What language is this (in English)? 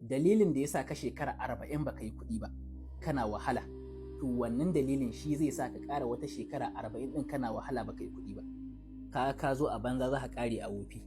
Hausa